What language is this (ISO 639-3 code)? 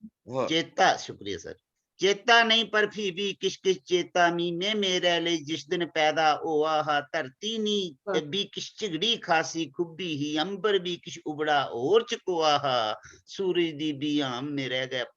doi